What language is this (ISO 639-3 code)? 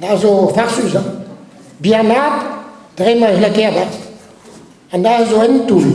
bre